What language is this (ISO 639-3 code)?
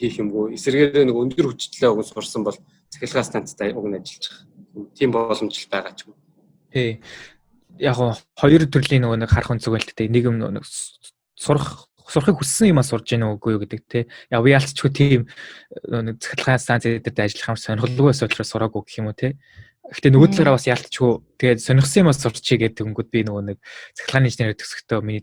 mon